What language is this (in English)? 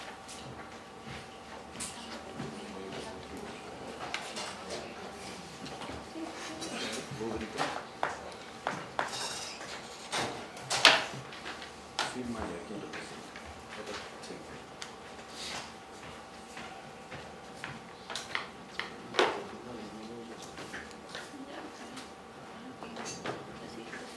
Spanish